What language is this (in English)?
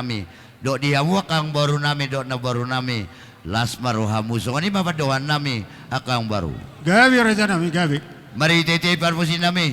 Batak Toba